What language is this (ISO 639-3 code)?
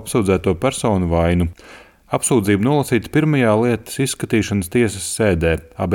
lav